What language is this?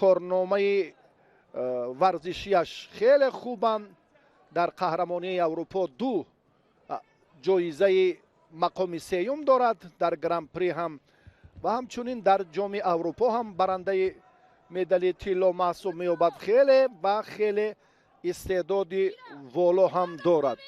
Tajik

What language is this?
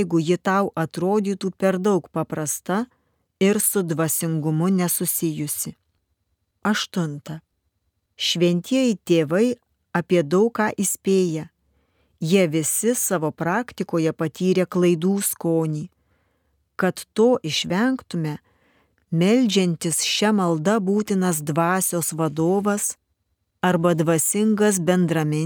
Lithuanian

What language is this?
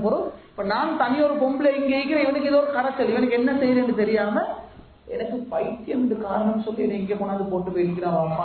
Tamil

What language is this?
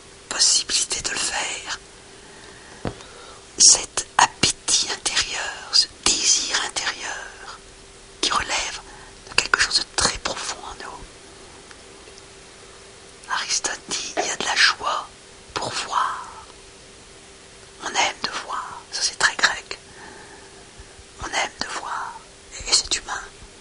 French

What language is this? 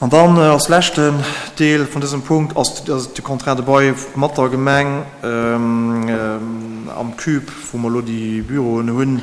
Luxembourgish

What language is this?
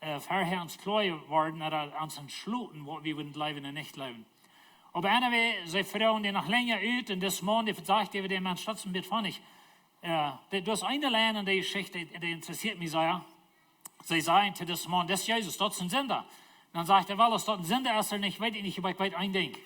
Plautdietsch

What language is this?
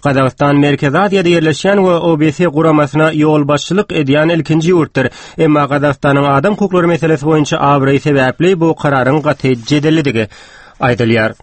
Turkmen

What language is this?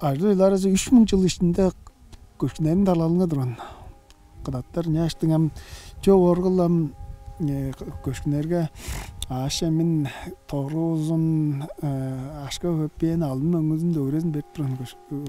Tuvinian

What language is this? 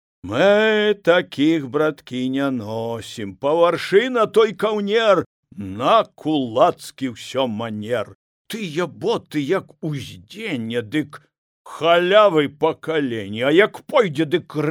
Belarusian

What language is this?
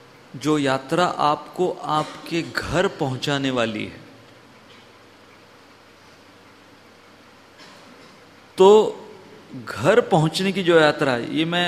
Hindi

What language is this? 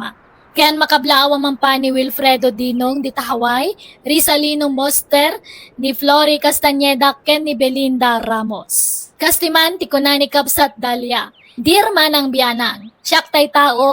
Iloko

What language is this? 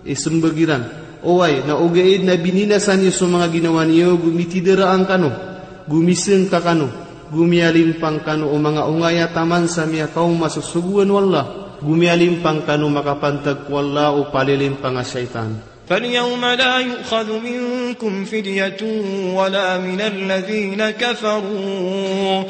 Maranao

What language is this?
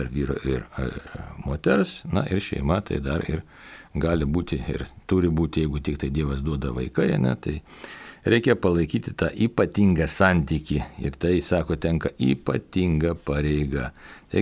Lithuanian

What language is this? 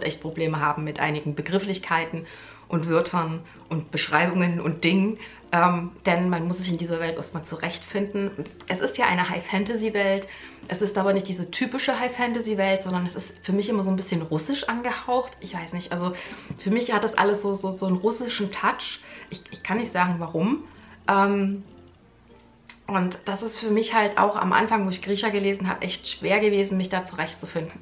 German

